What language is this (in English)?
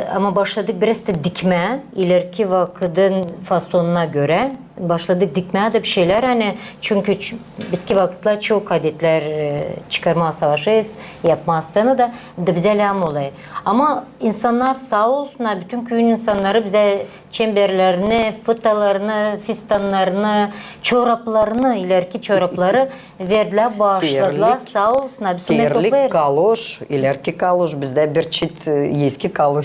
Gagauz